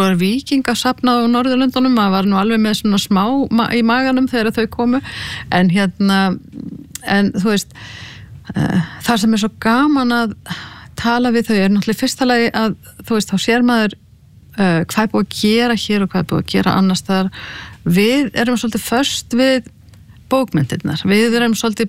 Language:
Icelandic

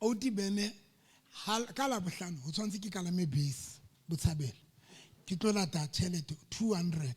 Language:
Southern Sotho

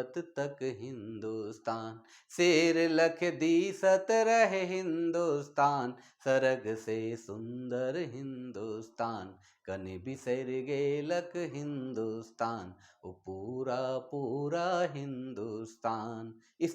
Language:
Sadri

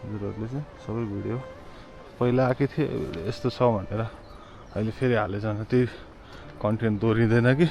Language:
Nepali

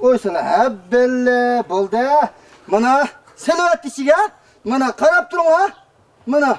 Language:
Uyghur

